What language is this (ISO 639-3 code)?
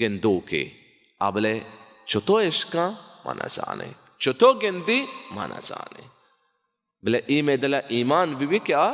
bal